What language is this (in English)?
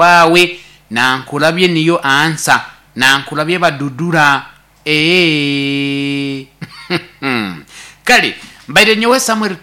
Nyoro